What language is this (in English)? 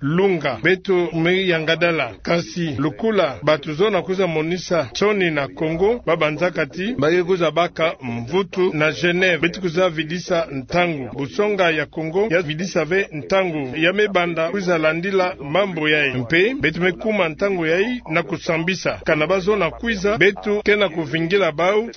Kituba (Democratic Republic of Congo)